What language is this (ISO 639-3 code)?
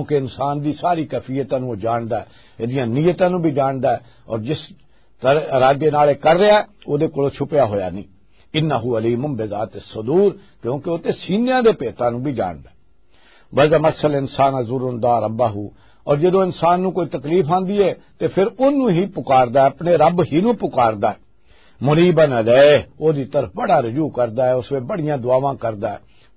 lah